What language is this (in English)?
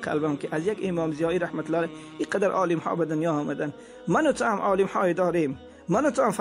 Tajik